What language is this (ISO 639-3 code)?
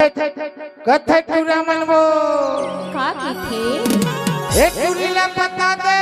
hne